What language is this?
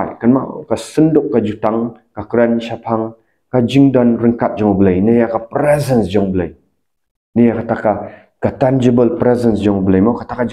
Khasi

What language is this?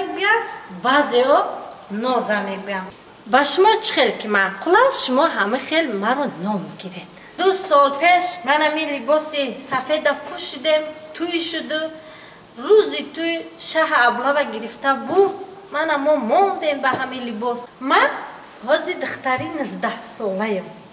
Tajik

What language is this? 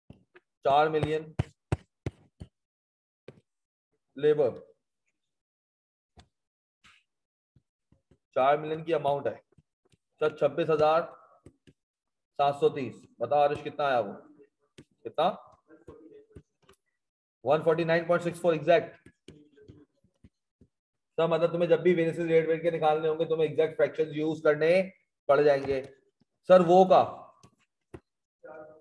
Hindi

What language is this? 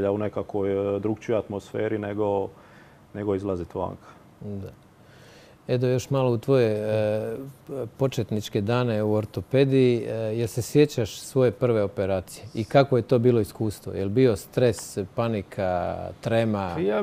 Croatian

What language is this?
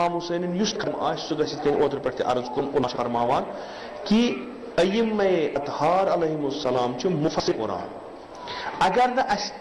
Kashmiri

